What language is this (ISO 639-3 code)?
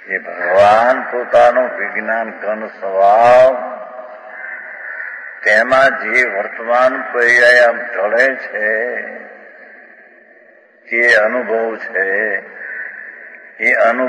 guj